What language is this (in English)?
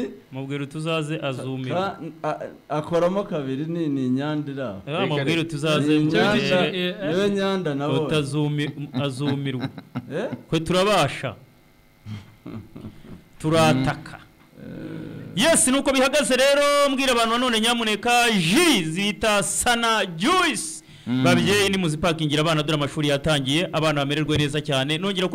Kinyarwanda